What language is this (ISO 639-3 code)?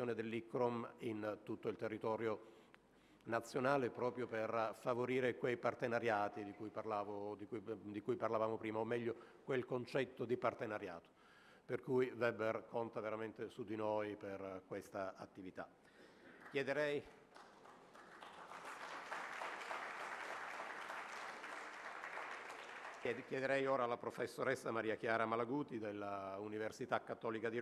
ita